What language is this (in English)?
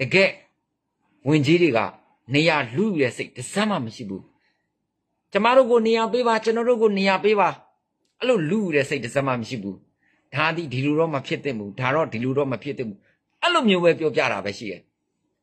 Burmese